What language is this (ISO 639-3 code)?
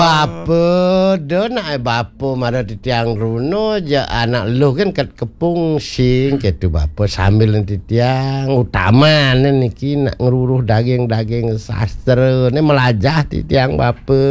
ban